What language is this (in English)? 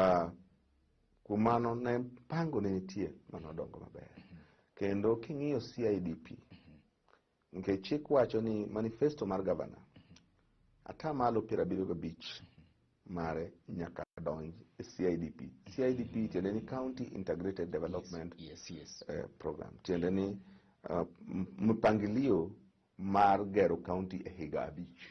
Luo (Kenya and Tanzania)